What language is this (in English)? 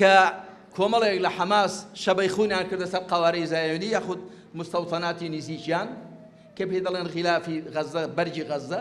Central Kurdish